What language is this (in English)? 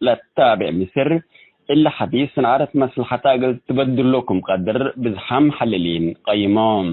Tigre